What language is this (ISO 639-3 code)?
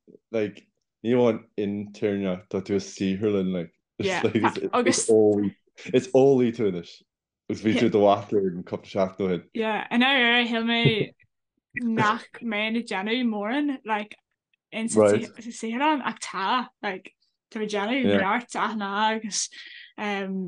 gle